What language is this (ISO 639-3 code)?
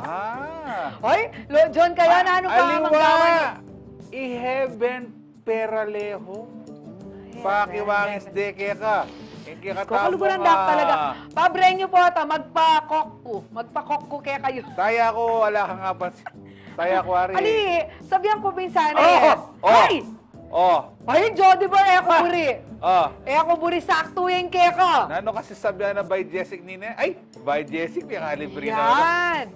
pam